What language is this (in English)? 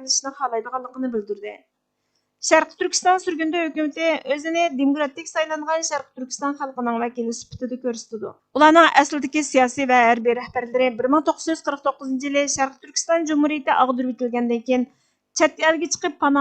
Uyghur